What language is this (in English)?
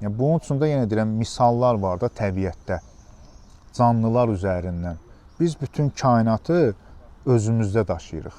Azerbaijani